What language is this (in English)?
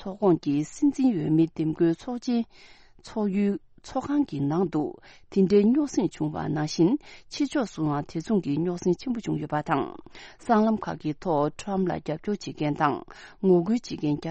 Tibetan